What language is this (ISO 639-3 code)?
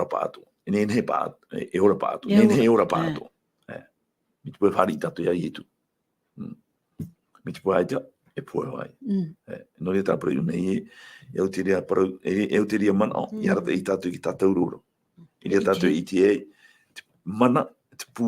tah